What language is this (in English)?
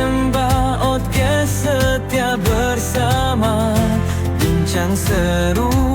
Achinese